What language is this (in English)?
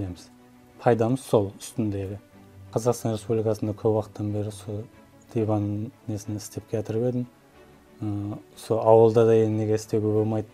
Kara-Kalpak